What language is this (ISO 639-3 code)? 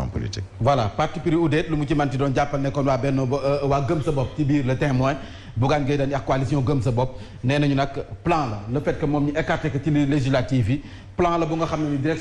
wol